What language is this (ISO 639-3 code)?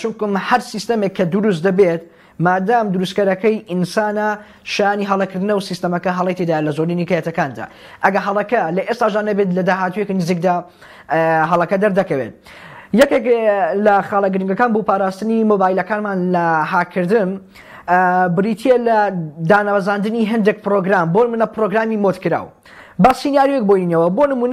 ckb